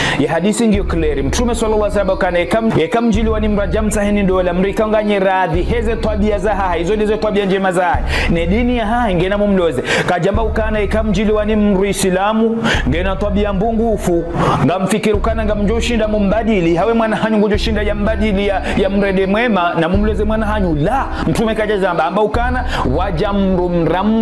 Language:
Ngazidja Comorian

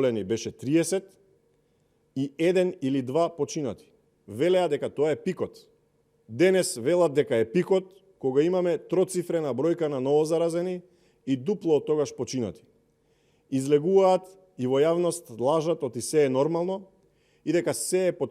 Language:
Macedonian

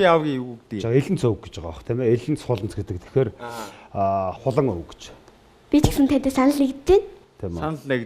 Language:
Mongolian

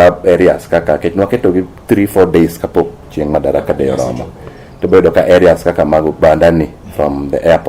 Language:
Luo (Kenya and Tanzania)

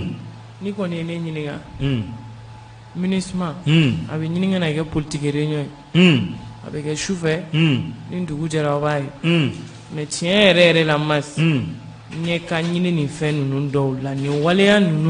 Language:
Bambara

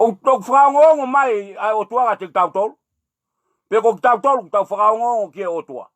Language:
Tongan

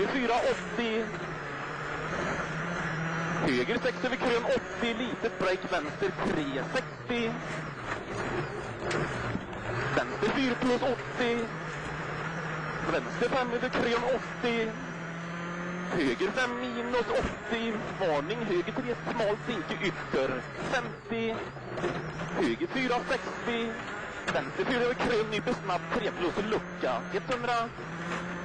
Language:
Swedish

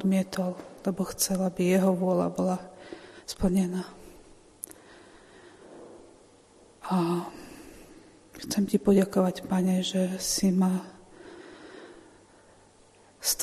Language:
Slovak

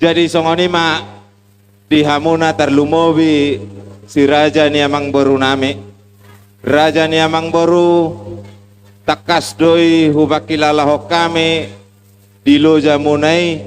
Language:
Batak Toba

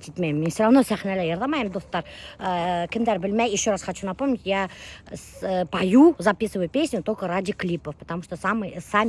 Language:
Bashkir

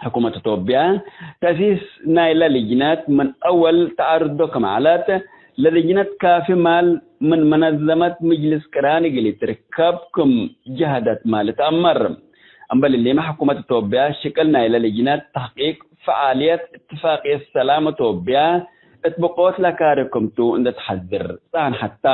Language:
Tigre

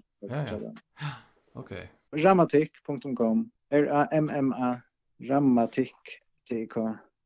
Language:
Faroese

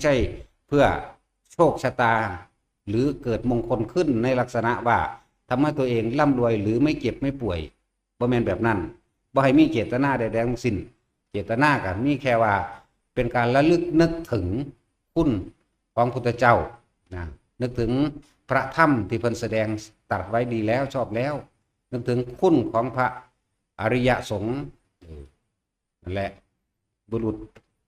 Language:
Northeastern Thai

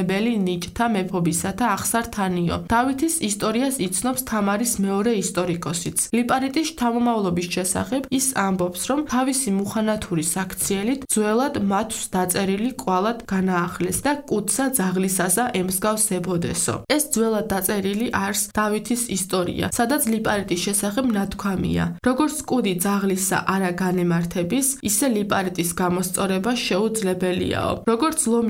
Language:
Georgian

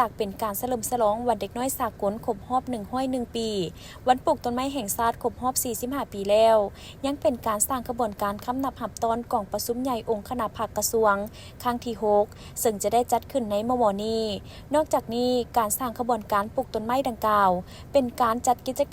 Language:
Lao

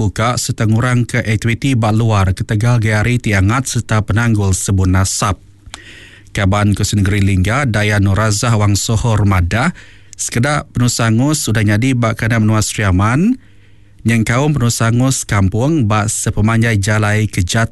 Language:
Iban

